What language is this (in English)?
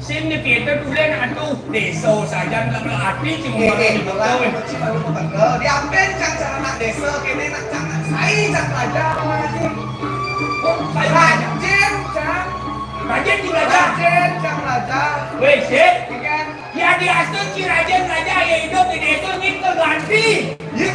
Balinese